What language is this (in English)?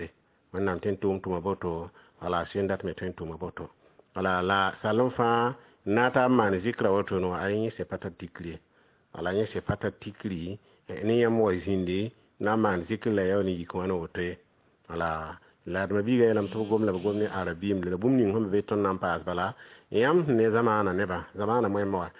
Mossi